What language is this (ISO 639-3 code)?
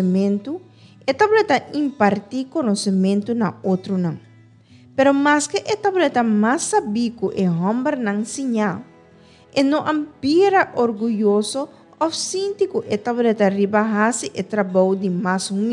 pap